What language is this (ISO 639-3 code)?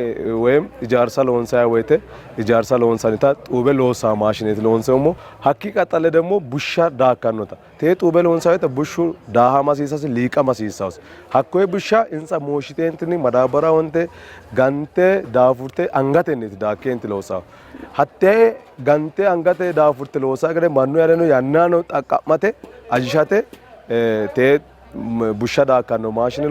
sid